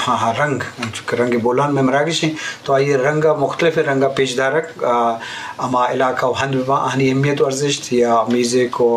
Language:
Eastern Balochi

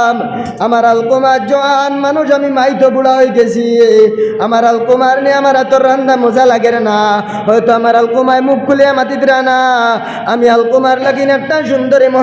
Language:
Sylheti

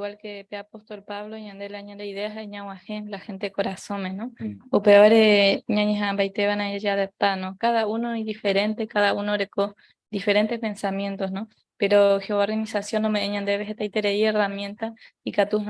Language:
Guarani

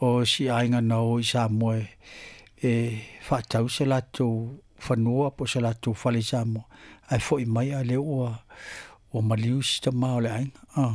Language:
Samoan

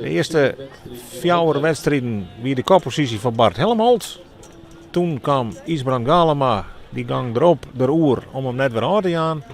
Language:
Western Frisian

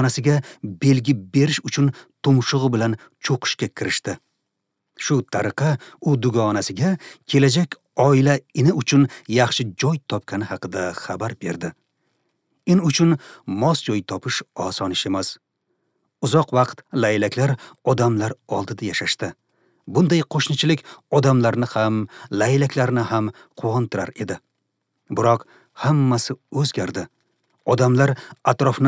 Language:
Uzbek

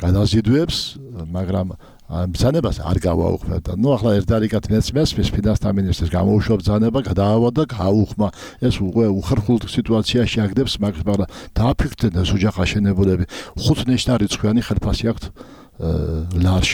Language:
Georgian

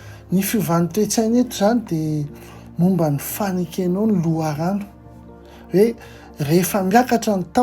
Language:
Malagasy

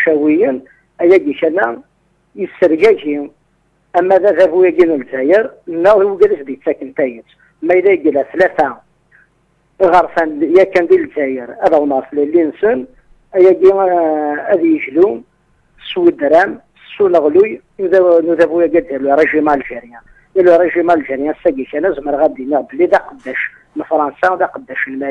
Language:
Kabyle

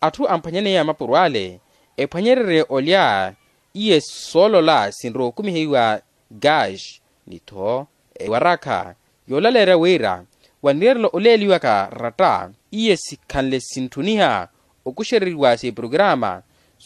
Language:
Makhuwa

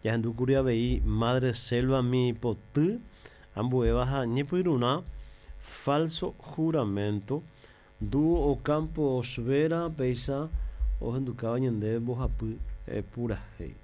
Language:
Guarani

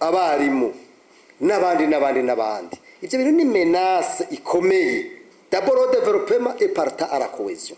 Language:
Rundi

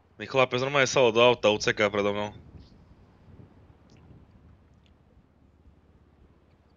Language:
Slovak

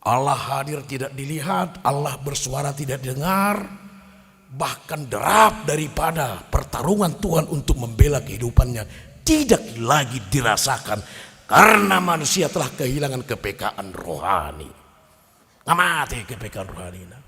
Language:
Batak Toba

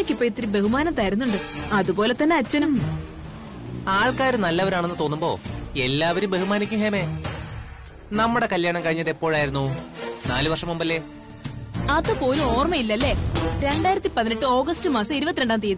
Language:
Malayalam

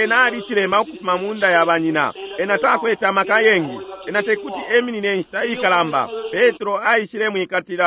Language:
Bemba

